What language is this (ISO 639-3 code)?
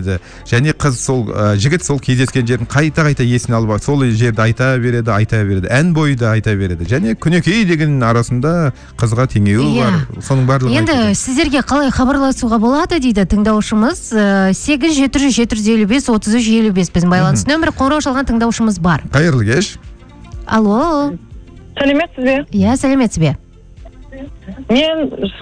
kaz